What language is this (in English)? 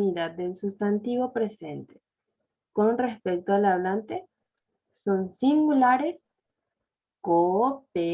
Guarani